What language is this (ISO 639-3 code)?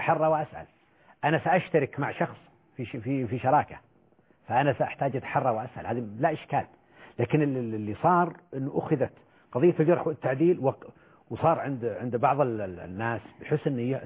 ara